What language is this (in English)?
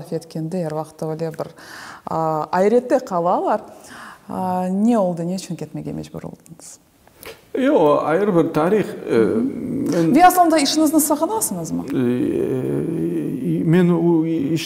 Crimean Tatar